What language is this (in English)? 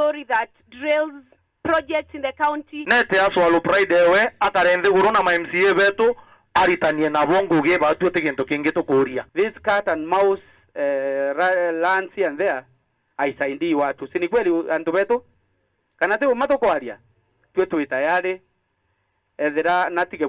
Meru